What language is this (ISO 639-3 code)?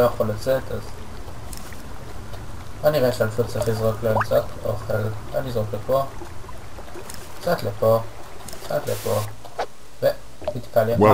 heb